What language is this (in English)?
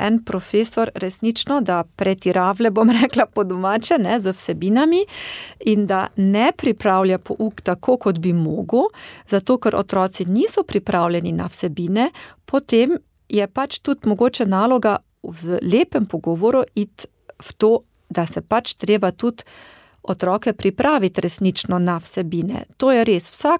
Slovenian